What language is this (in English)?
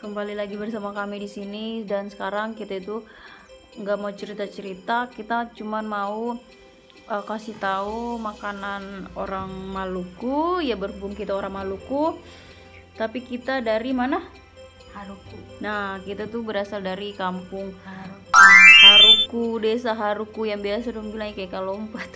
Ambonese Malay